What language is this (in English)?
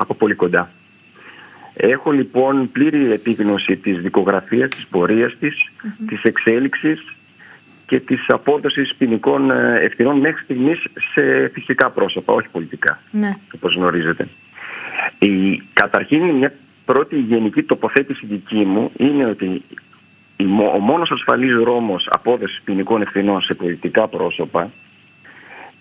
Greek